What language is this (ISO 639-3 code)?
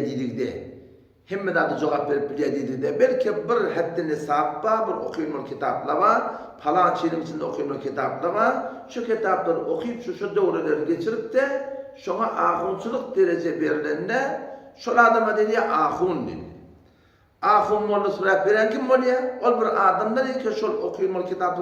tuk